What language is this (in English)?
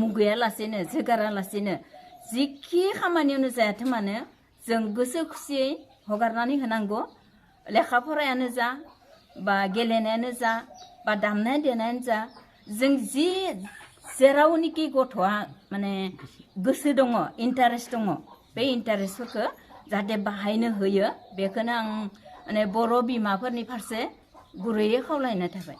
Bodo